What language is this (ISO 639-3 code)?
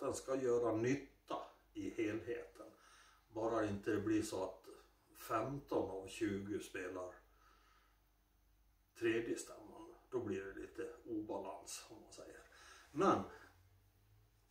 swe